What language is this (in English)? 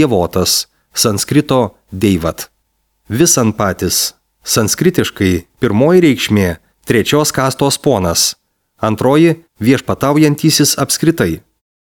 Lithuanian